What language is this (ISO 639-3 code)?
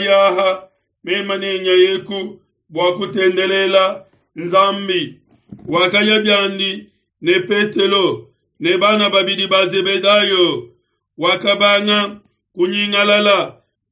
lua